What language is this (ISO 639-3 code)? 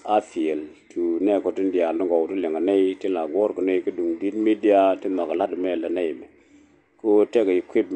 nus